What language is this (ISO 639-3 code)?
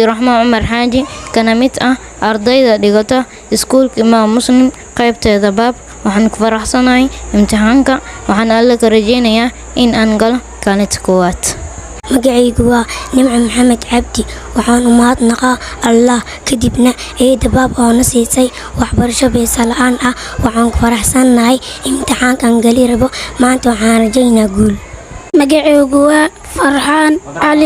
som